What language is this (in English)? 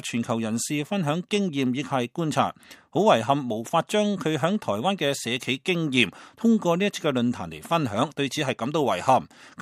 Cantonese